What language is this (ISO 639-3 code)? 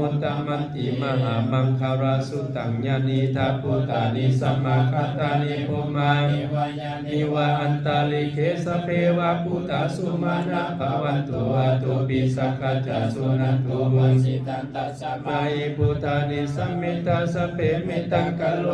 pli